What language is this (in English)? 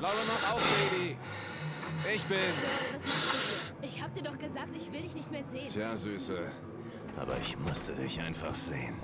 Swiss German